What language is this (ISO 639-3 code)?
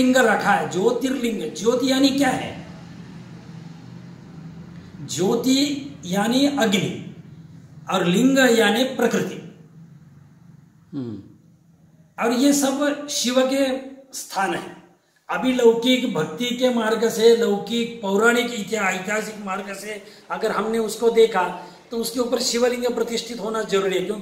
hin